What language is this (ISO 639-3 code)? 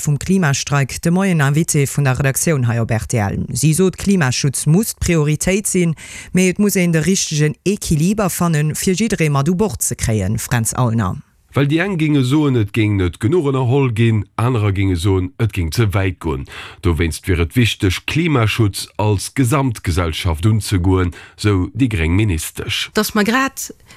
ltz